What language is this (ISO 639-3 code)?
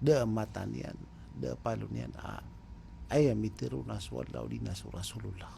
mrw